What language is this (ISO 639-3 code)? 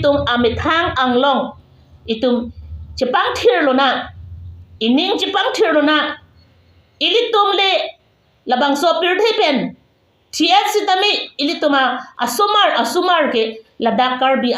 mjw